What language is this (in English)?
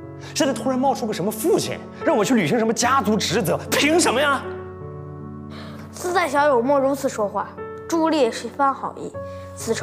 Chinese